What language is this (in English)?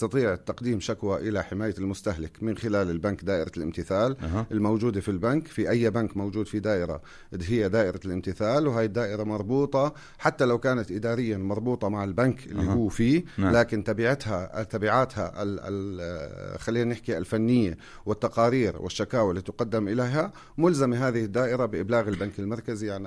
North Levantine Arabic